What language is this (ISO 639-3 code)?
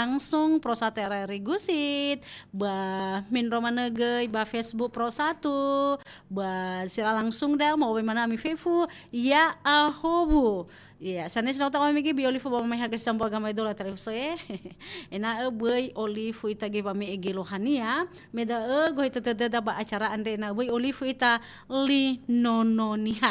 nia